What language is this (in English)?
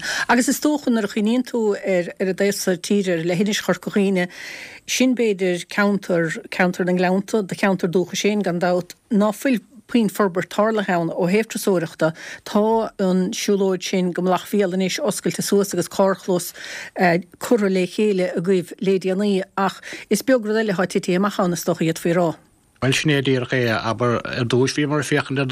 Irish